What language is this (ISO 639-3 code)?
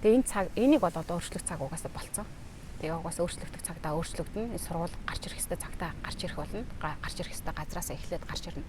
mon